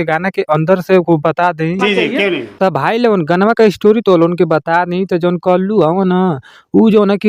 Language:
Bhojpuri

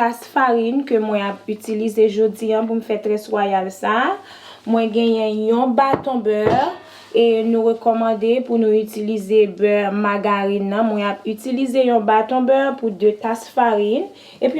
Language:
Haitian Creole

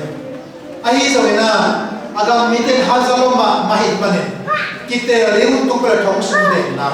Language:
Tedim Chin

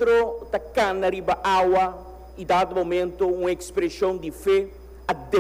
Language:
Papiamento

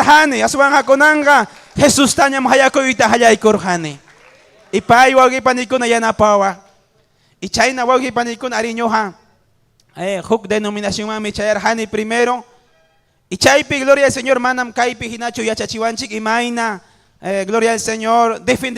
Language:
Ayacucho Quechua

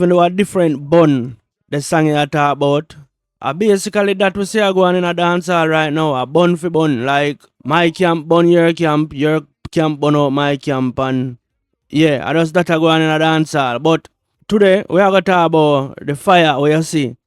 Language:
Jamaican Creole English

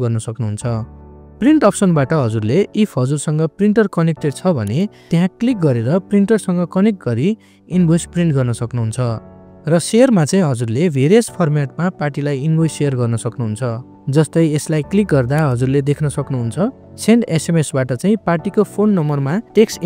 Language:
Nepali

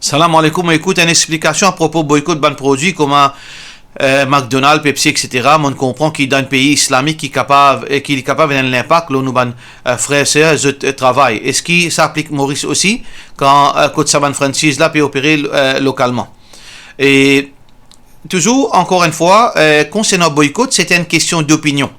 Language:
Morisyen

